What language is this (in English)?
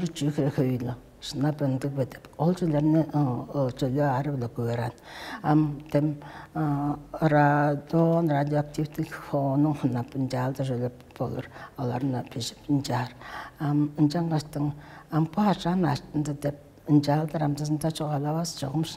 Tuvinian